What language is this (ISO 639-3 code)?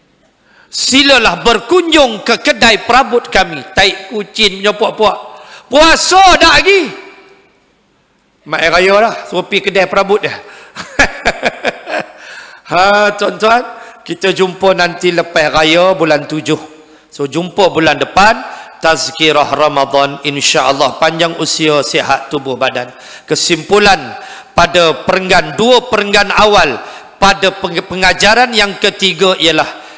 msa